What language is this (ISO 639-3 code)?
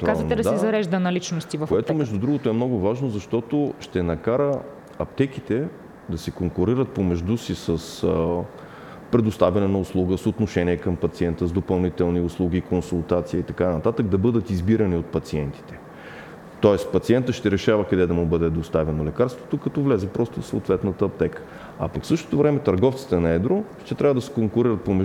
bul